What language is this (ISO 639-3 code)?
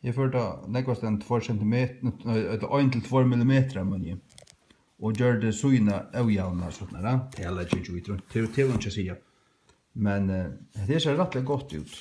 fao